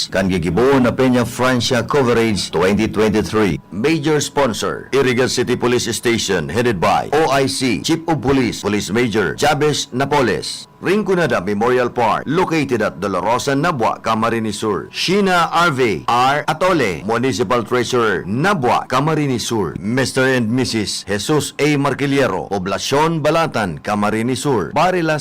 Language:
Bikol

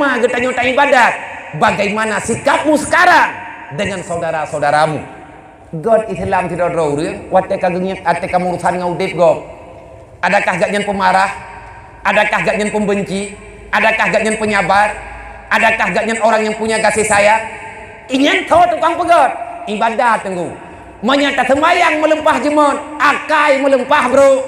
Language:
Achinese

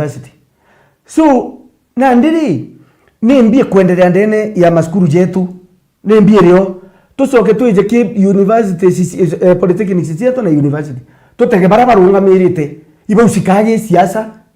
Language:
Meru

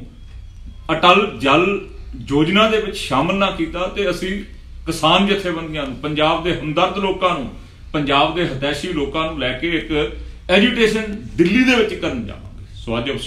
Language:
Punjabi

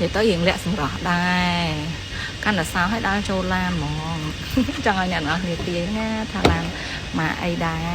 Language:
Khmer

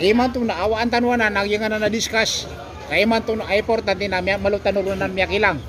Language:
Maranao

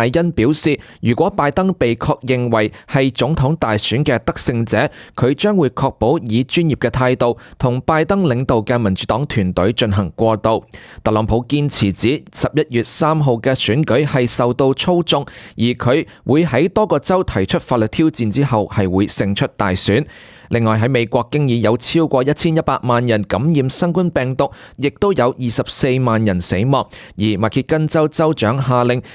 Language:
Cantonese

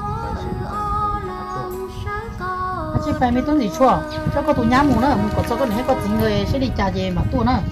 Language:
Vietnamese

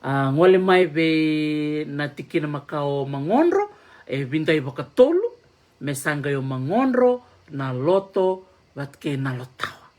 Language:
Fijian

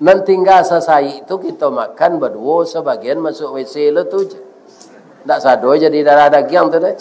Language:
Minangkabau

